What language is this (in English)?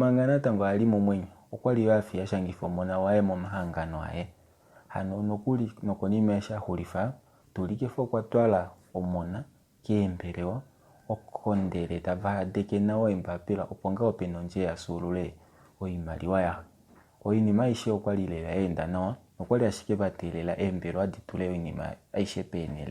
Kuanyama